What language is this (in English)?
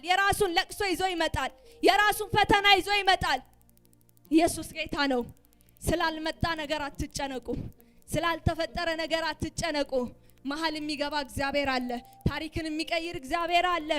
Amharic